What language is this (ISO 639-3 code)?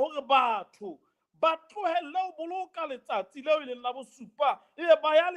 sot